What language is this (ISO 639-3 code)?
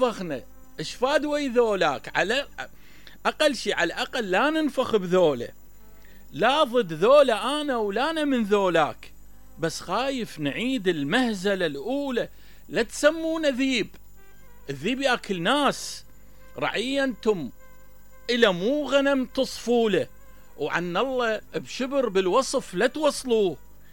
acm